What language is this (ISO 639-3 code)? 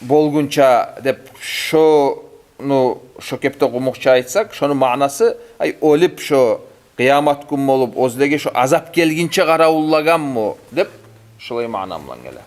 kum